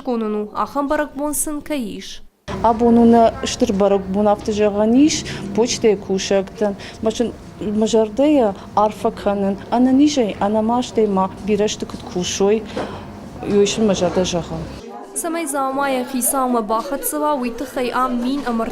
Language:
Ossetic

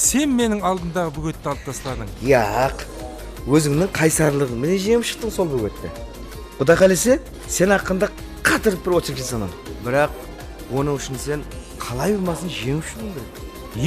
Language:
Kara-Kalpak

